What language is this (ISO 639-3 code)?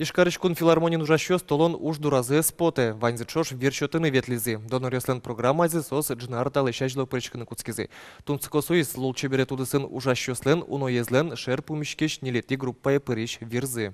udm